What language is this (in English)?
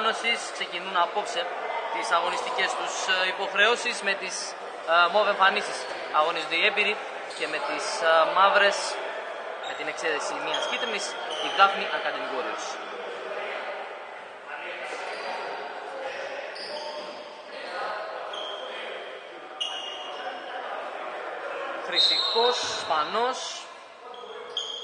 Greek